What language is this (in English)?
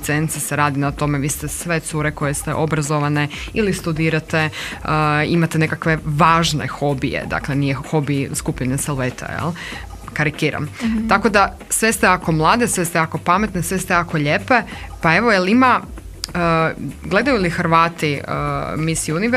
Croatian